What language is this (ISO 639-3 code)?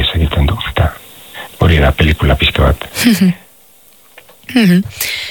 eus